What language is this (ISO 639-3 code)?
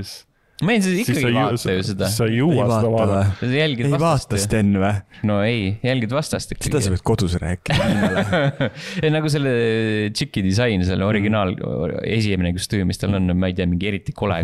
est